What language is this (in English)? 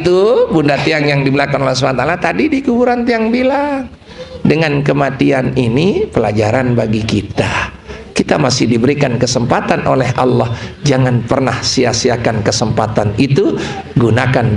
Sasak